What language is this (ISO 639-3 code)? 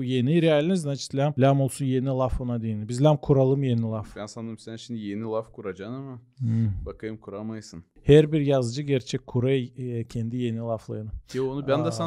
gag